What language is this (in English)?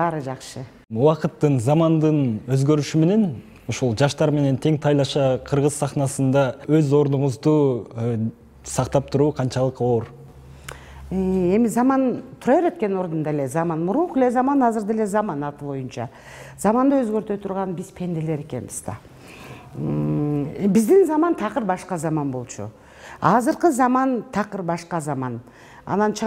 Kyrgyz